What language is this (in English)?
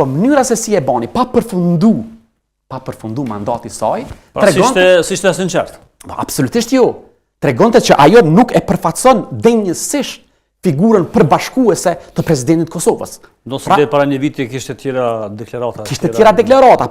Albanian